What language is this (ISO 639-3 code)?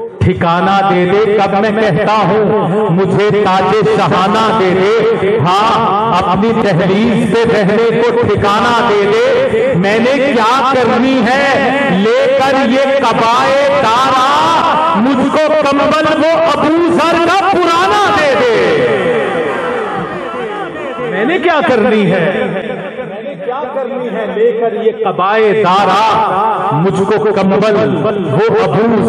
urd